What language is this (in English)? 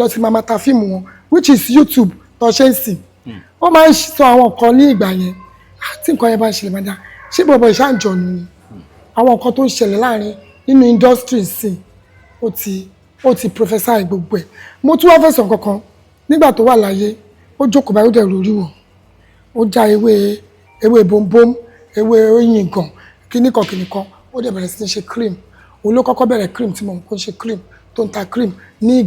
Yoruba